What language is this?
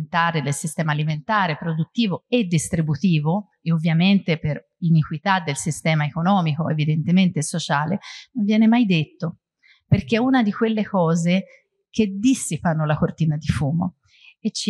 Italian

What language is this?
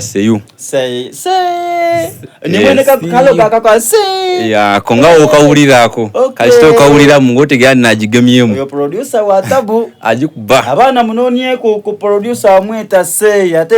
Soga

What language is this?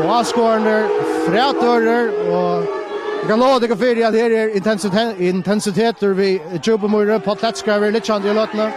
Faroese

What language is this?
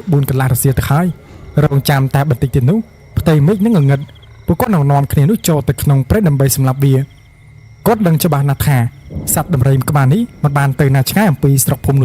Khmer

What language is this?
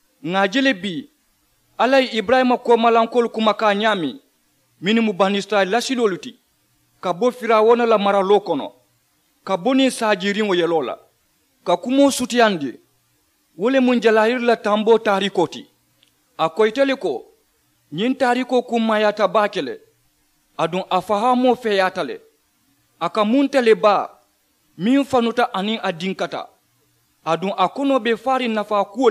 Mandingo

